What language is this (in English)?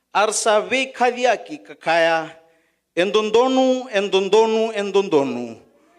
Fijian